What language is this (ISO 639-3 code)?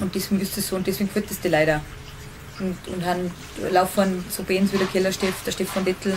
bar